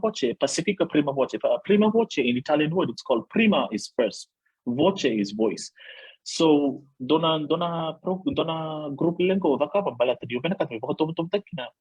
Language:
Fijian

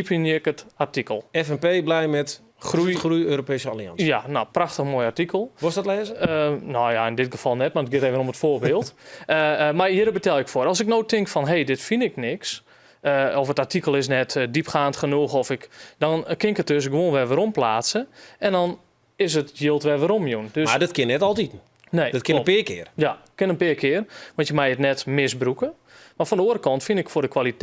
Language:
Western Frisian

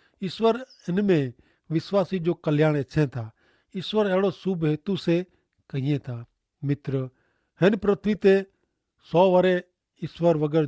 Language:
Kachhi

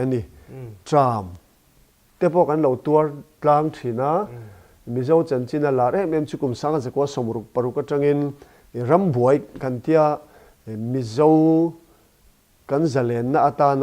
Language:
Mizo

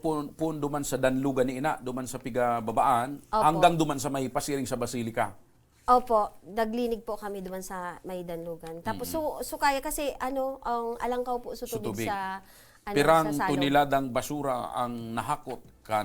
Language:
Bikol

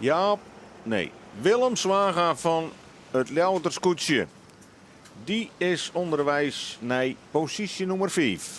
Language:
Western Frisian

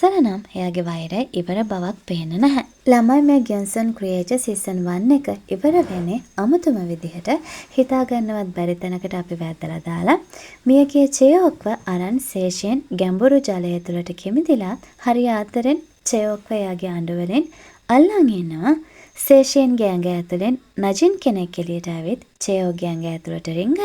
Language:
Sinhala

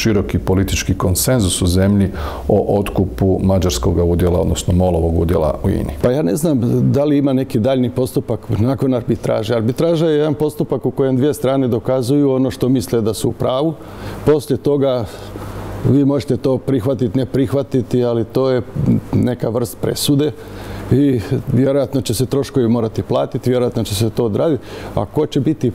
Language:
Croatian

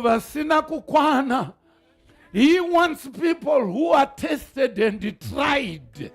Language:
Shona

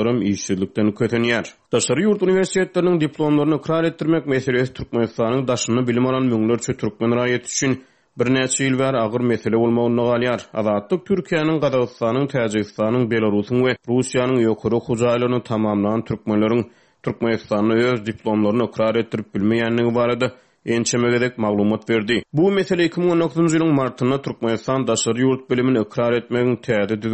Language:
Turkmen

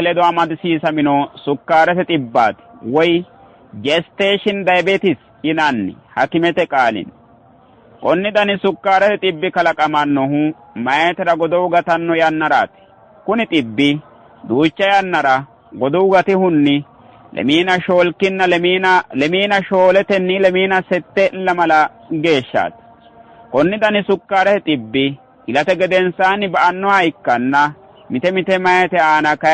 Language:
Sidamo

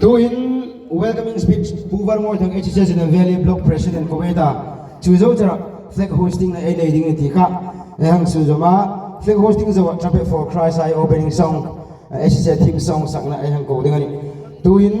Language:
Hmar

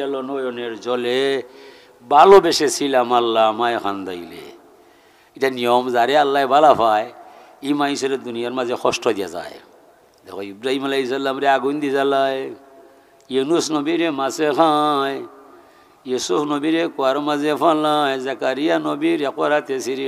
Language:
Sylheti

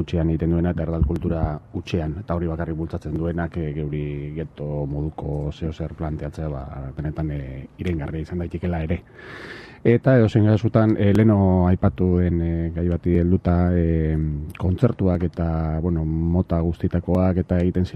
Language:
Basque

